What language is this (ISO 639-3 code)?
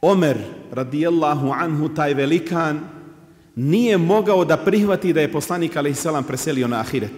bos